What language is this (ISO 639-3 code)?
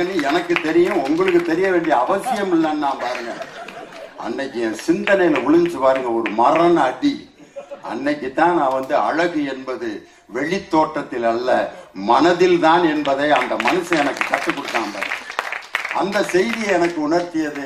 tam